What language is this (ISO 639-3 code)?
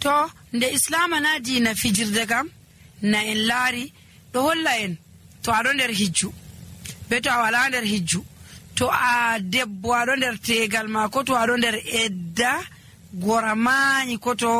fuv